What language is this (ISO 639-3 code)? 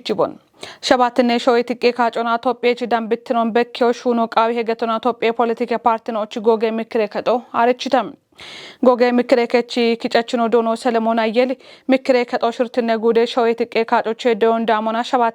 kbr